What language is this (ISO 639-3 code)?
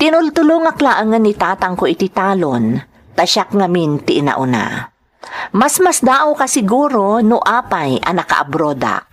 ilo